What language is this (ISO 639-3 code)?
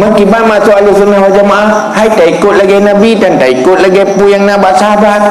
ace